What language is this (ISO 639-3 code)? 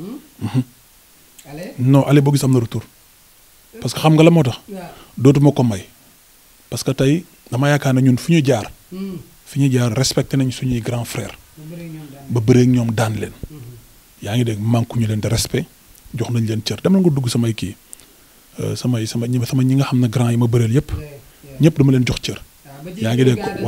wol